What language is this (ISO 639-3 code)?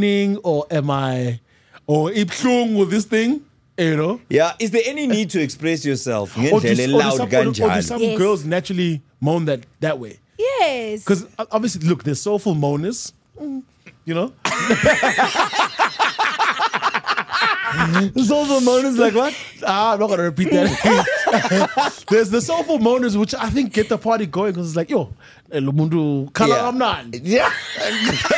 eng